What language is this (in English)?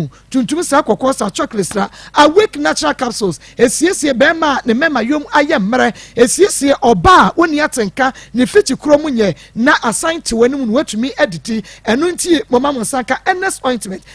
Akan